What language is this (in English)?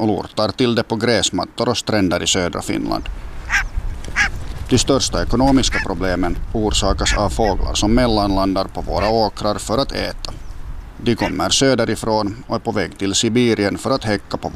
Swedish